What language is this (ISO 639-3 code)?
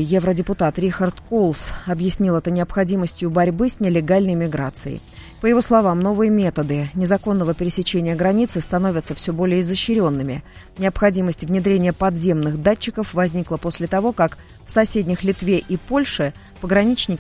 rus